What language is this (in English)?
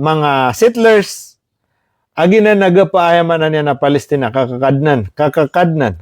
Maranao